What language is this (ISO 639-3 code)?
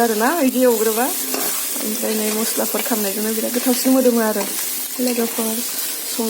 brx